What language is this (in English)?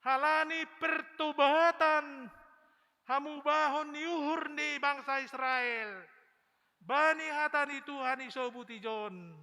Batak Simalungun